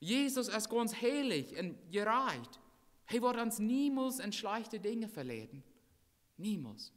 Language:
Plautdietsch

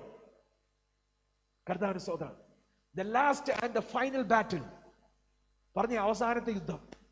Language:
Malayalam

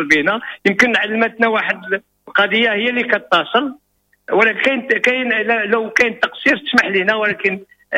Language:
Moroccan Arabic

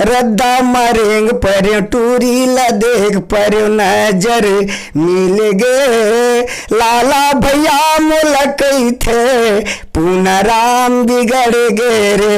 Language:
Chhattisgarhi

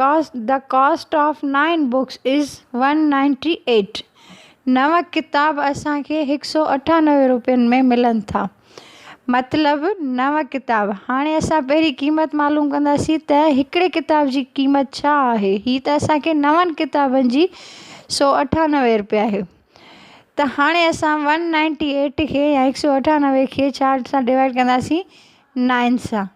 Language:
Sindhi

